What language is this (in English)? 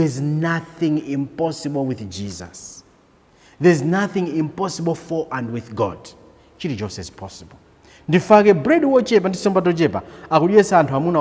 Nyanja